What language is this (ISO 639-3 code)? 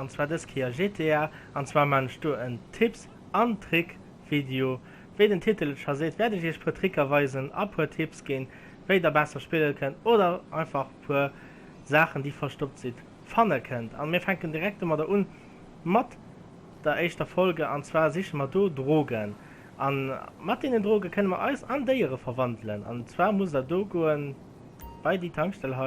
ltz